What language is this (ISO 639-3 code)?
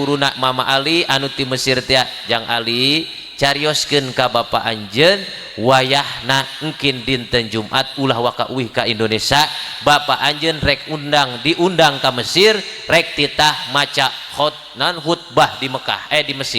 sun